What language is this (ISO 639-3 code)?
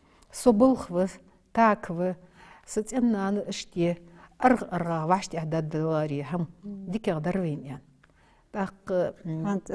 inh